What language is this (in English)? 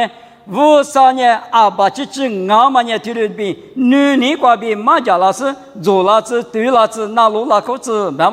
Lisu